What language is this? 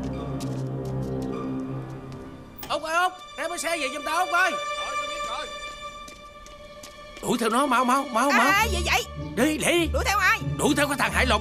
Vietnamese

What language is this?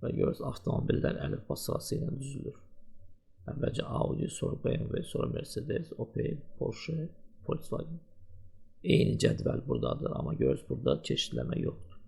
Azerbaijani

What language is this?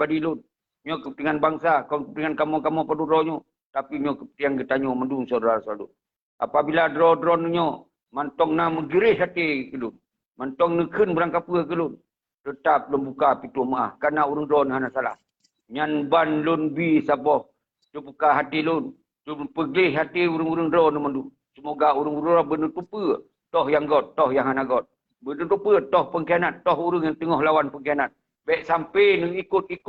Achinese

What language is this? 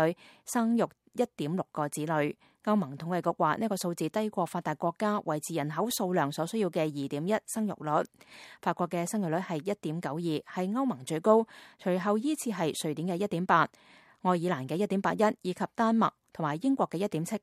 Cantonese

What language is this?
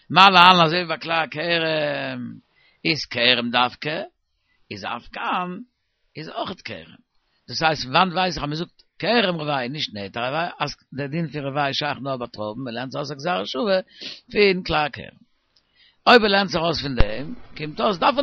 Yiddish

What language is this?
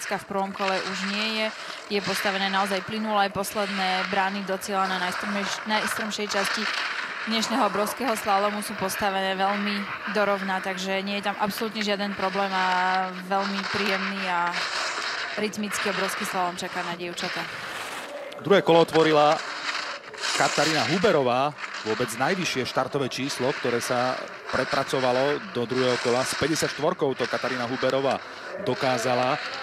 Slovak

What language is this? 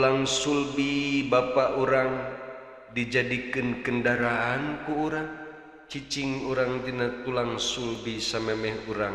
Sundanese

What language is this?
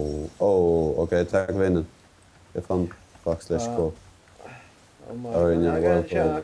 Faroese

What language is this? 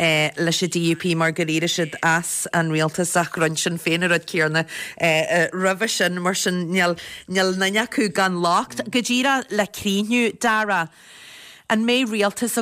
Irish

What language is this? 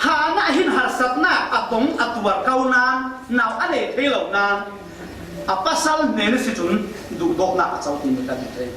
Falam Chin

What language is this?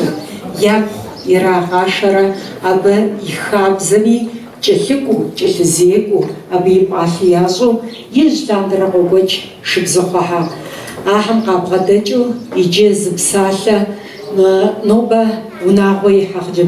Kabardian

